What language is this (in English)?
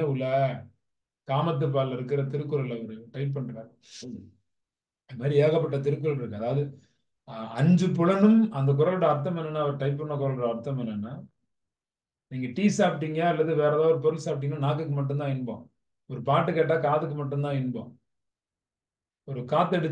Tamil